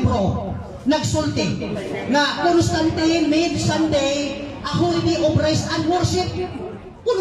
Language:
Cebuano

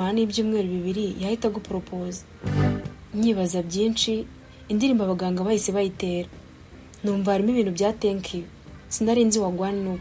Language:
Kinyarwanda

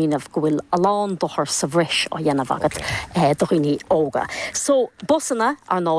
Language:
Irish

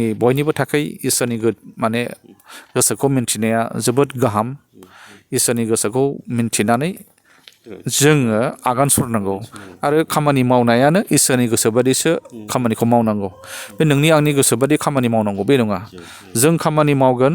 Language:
Bodo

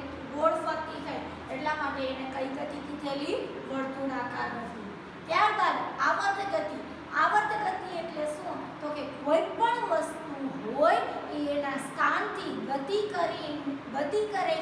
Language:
Gujarati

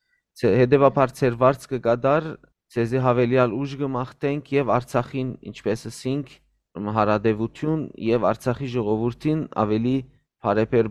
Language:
Western Armenian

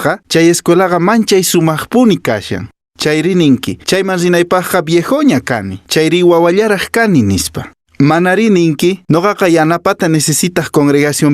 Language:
Quechua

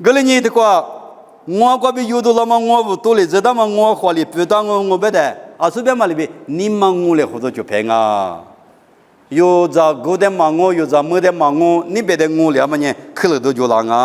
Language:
Lisu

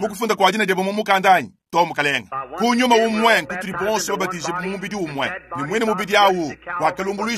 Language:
Luba-Lulua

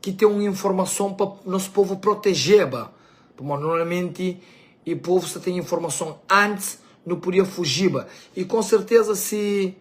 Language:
Kabuverdianu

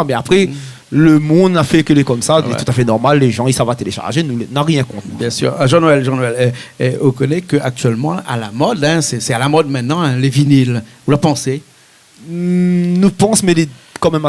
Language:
Réunion Creole French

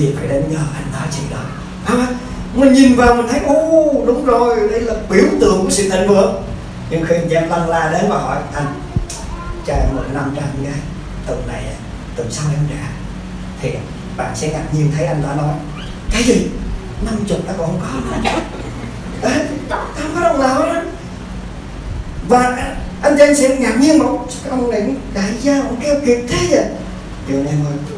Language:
Vietnamese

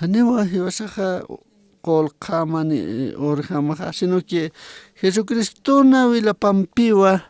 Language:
Aymara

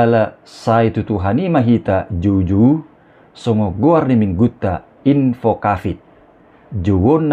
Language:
Batak Toba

